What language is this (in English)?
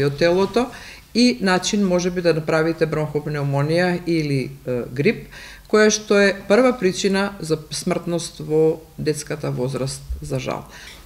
Macedonian